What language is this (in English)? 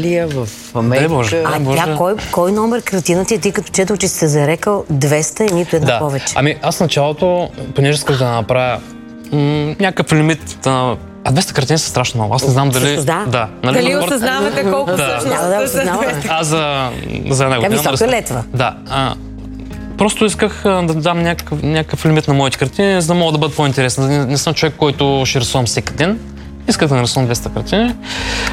Bulgarian